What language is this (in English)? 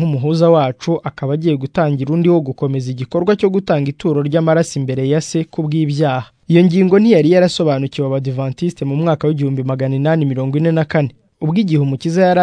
Kinyarwanda